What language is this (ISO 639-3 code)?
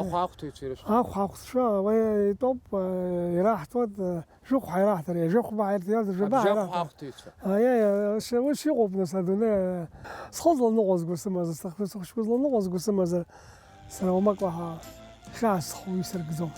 abk